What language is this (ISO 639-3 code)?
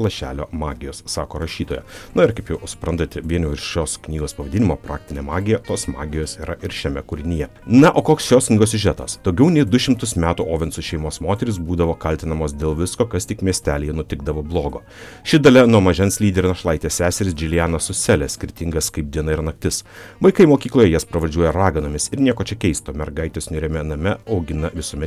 lit